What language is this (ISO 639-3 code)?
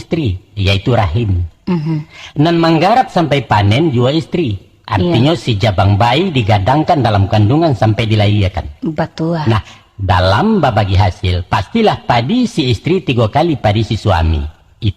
min